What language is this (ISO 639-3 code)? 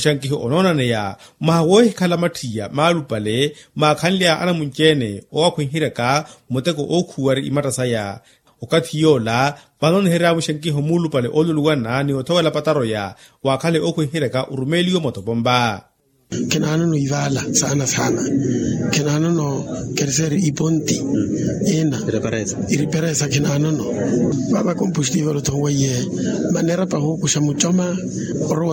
vmw